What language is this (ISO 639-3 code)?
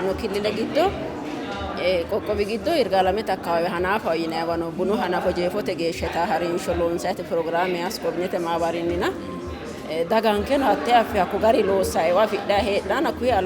sid